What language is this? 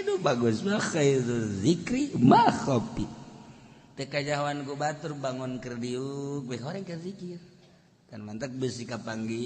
Sundanese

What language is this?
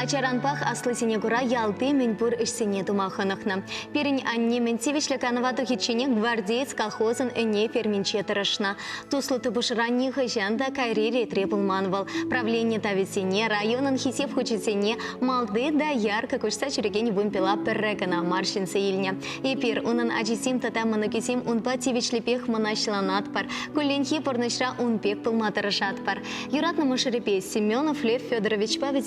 Chuvash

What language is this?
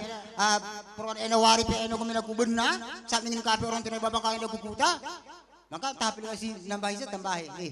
Batak Karo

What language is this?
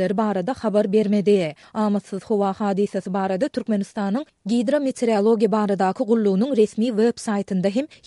Turkmen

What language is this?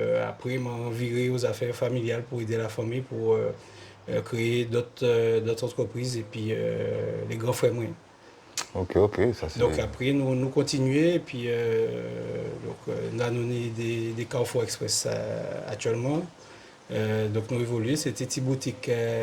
Guadeloupean Creole French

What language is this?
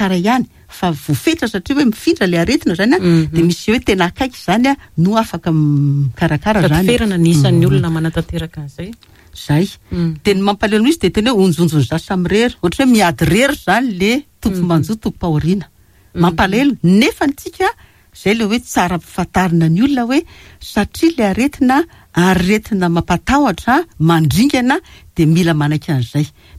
Malagasy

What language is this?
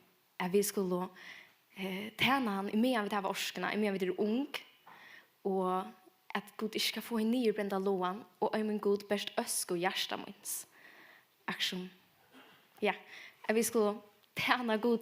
Faroese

